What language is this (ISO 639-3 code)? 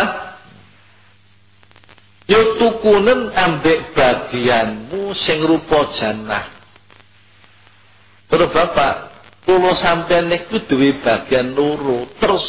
jav